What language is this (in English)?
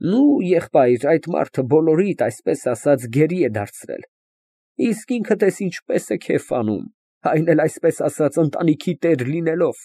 Armenian